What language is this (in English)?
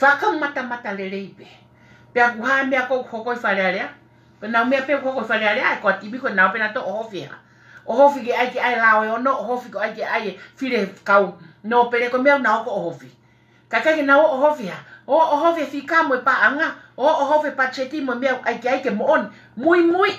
Tongan